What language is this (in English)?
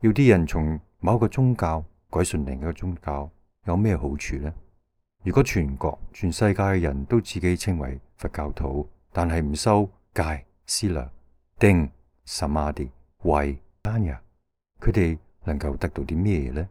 Cantonese